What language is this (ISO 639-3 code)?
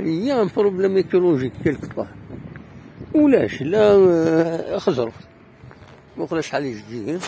kab